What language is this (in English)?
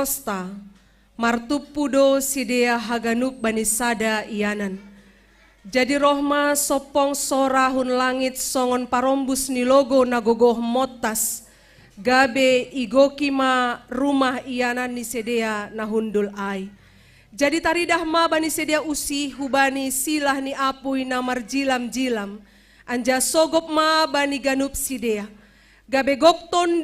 Batak Simalungun